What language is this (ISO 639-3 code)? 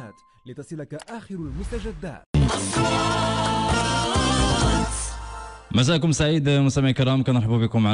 ary